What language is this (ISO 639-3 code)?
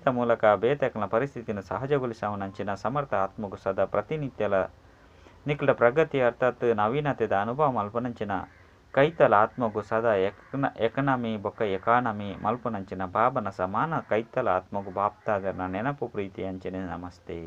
tcy